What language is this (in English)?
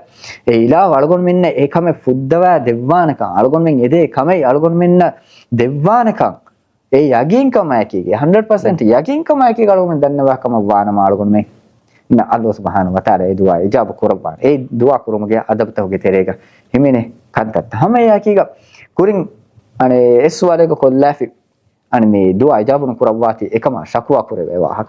Divehi